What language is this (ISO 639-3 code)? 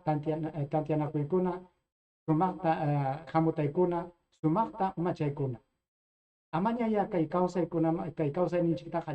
quy